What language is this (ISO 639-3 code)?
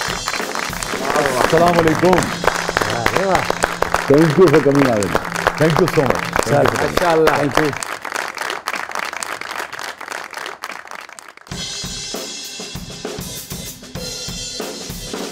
urd